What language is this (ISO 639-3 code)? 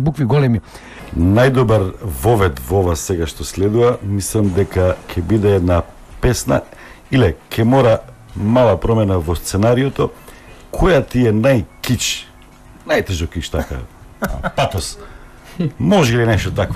mkd